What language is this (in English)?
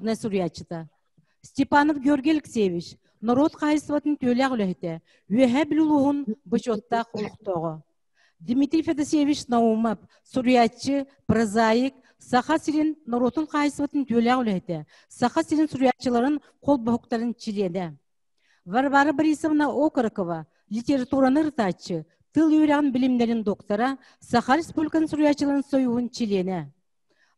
Yakut